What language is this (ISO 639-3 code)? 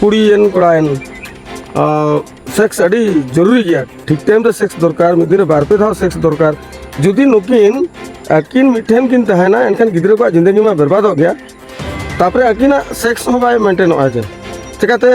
sat